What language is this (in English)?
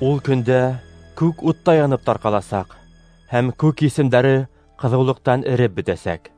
Bashkir